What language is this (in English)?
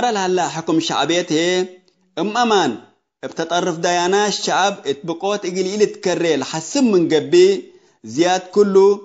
Tigre